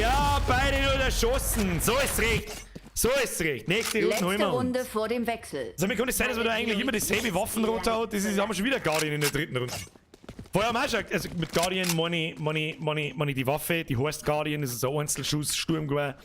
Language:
Bavarian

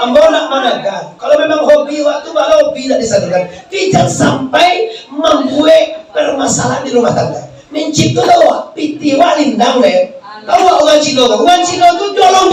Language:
Minangkabau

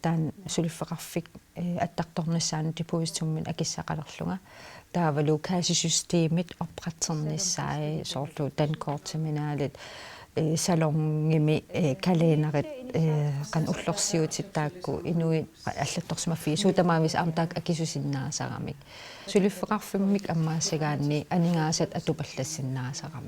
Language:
Kalaallisut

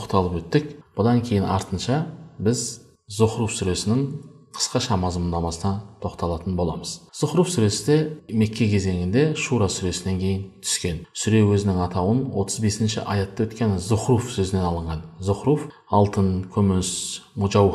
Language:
Kazakh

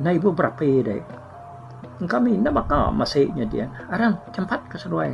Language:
Iban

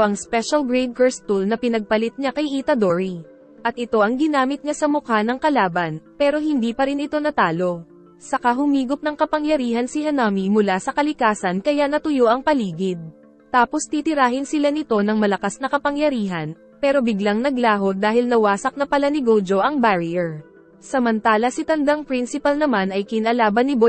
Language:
Filipino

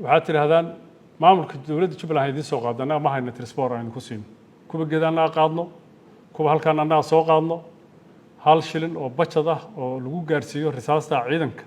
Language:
Somali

